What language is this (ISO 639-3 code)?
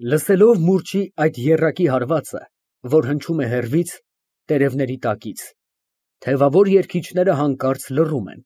hye